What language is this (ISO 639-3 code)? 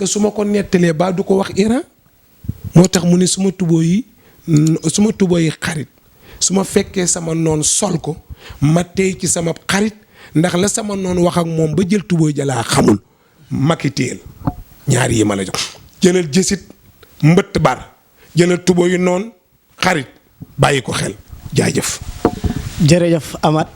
wol